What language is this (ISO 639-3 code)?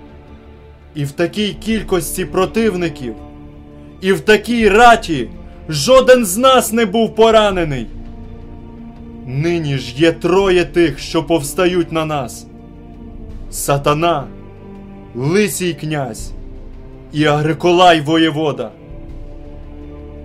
ukr